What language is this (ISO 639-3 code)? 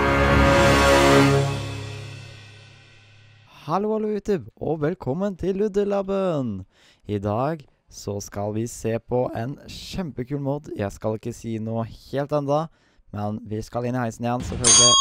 nor